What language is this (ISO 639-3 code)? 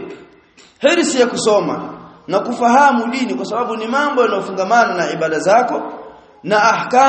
swa